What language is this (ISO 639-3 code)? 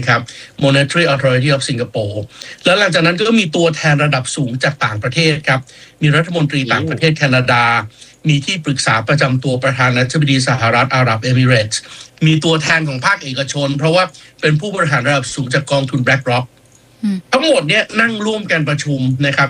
tha